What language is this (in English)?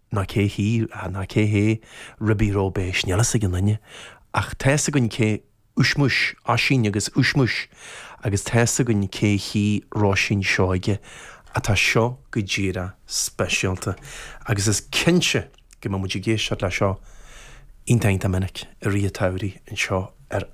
Irish